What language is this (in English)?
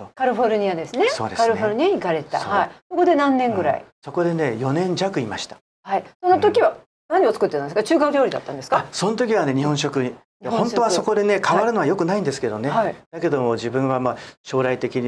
Japanese